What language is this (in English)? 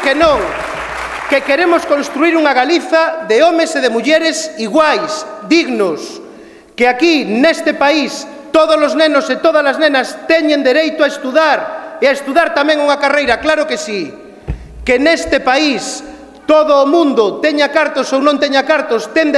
Galician